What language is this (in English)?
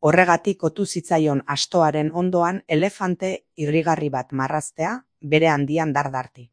Basque